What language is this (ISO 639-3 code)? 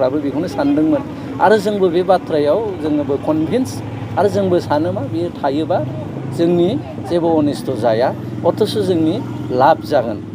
brx